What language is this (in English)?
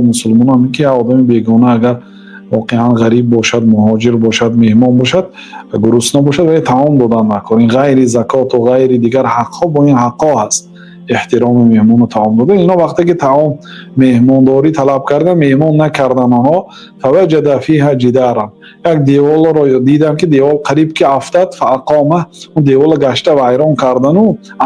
Tajik